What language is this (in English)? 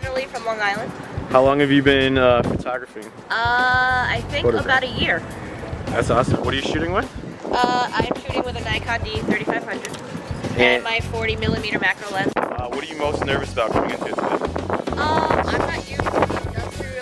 English